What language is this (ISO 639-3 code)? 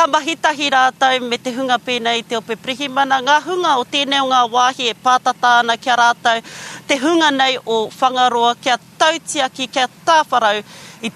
mri